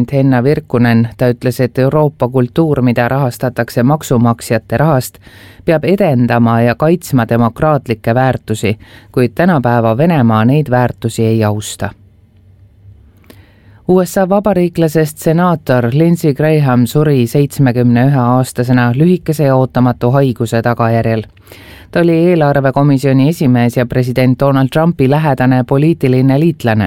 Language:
Estonian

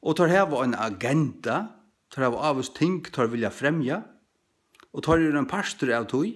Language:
Faroese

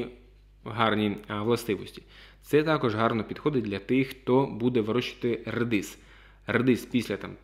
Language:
Ukrainian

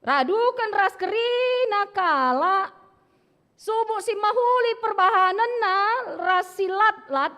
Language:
Batak Karo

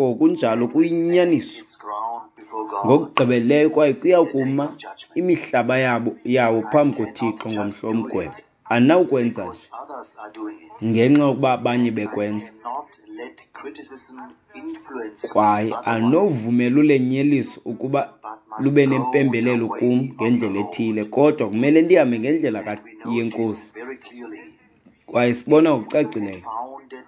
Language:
Xhosa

